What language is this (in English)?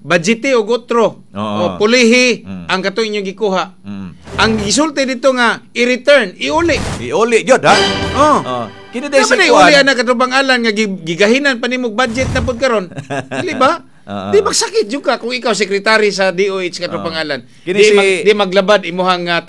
Cebuano